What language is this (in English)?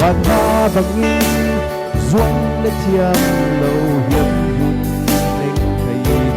Falam Chin